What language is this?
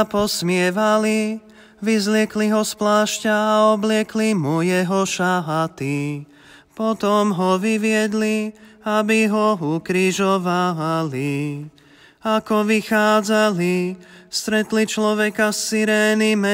Slovak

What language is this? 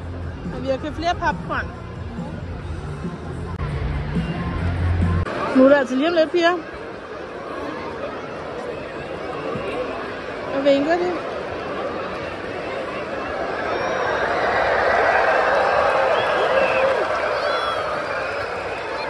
Danish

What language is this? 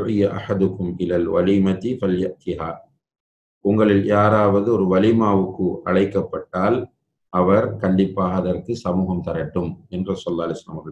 Tamil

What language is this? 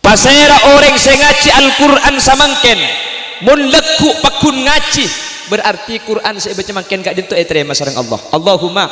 Madurese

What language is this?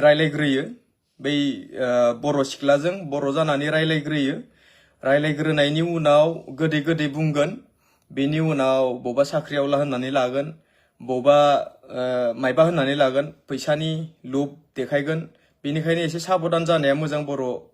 Bodo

